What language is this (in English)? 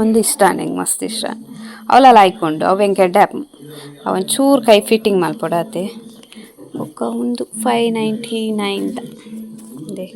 Tulu